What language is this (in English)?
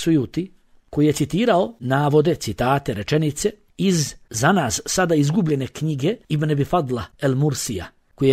Bosnian